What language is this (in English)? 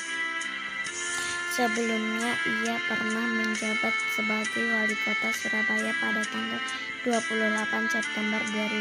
Indonesian